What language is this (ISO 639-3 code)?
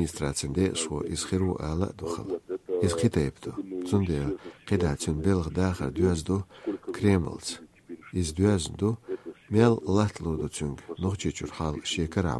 che